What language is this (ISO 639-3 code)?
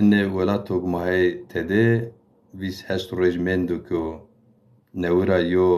zza